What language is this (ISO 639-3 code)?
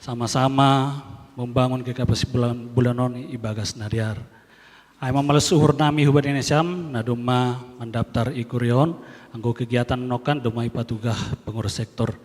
bts